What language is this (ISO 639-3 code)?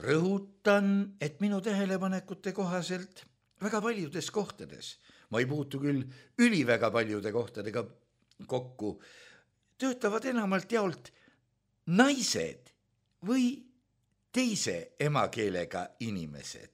est